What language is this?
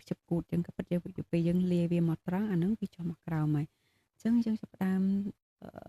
Khmer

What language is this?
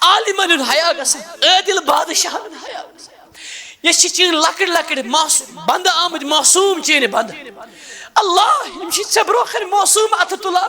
Kashmiri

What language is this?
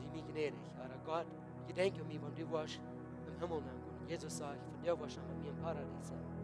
Plautdietsch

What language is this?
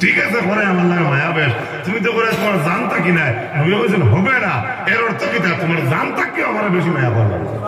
Sylheti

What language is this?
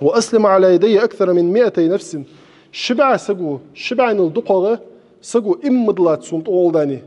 Ingush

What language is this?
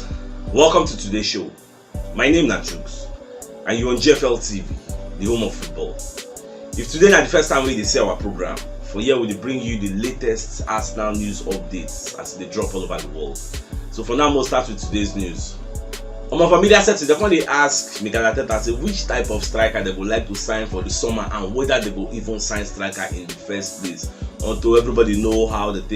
Nigerian Pidgin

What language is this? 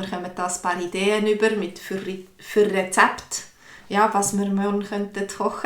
Swiss German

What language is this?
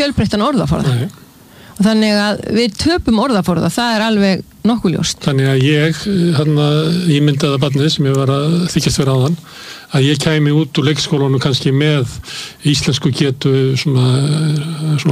Icelandic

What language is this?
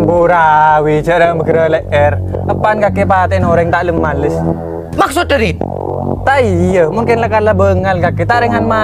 Madurese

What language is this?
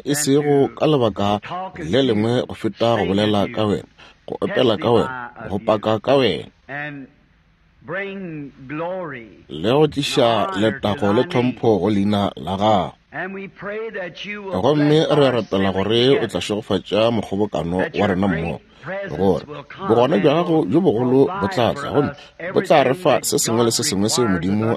Northern Sotho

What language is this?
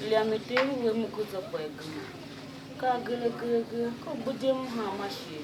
Tiv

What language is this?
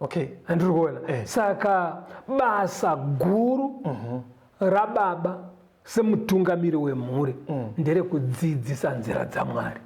Shona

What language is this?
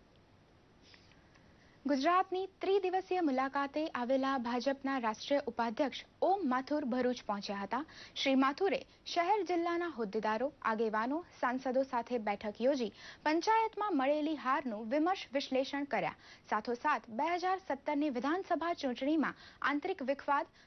Gujarati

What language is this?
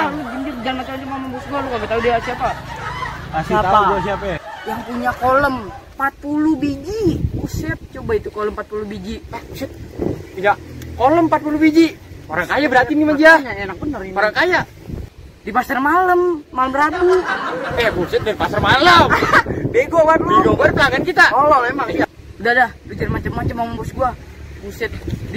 Betawi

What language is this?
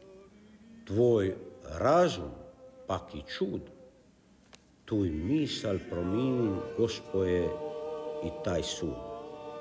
Croatian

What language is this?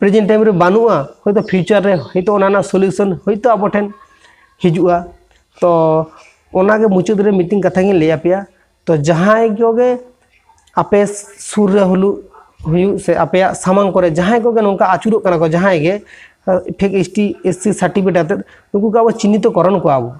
Santali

